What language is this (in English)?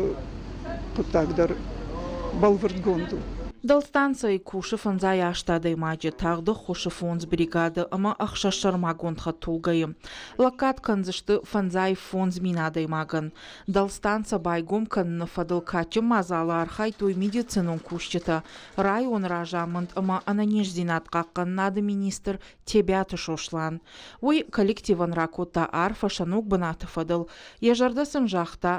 Ossetic